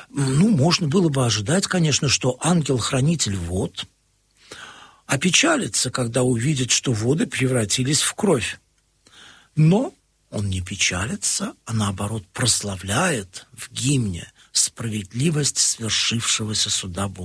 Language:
Russian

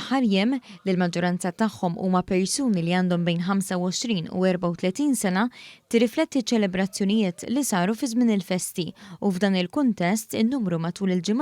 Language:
Maltese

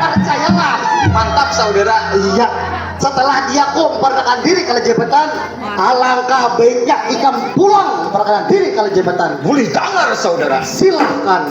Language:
Banjar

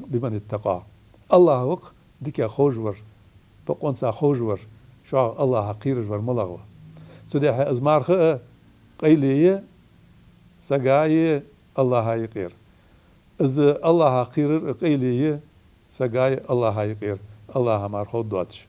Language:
Ingush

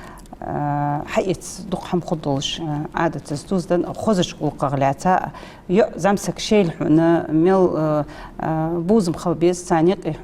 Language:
Ingush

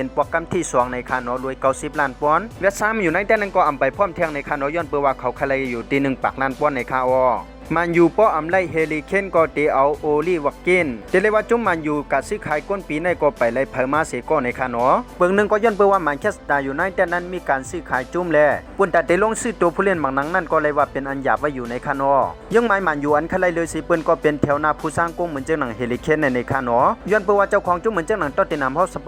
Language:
Shan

